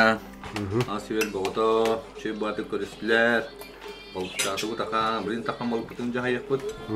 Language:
Yakut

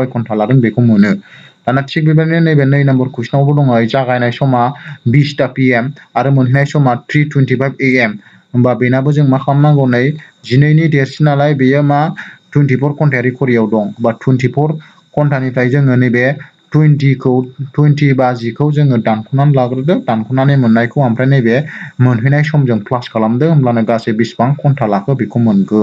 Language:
Bodo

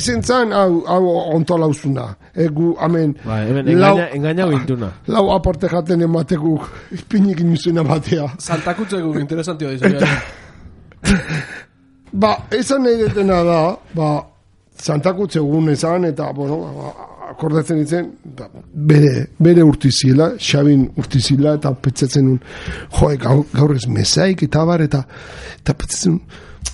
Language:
Basque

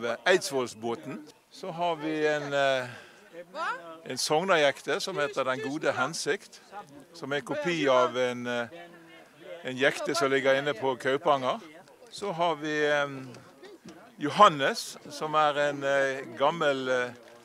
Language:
Norwegian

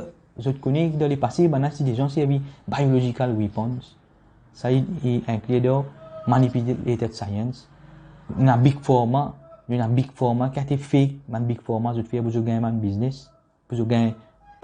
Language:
Morisyen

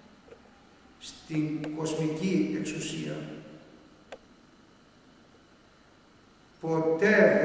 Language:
Greek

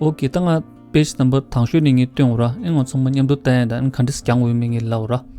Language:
Tibetan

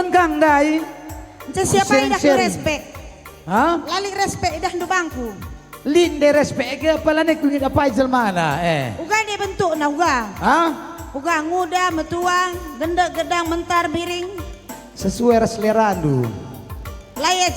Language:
Batak Karo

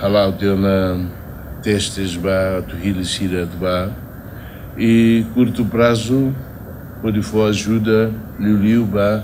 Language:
Tetum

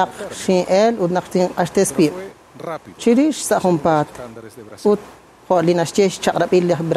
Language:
Kekchí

